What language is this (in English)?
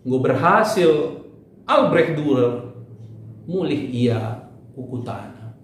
Batak Karo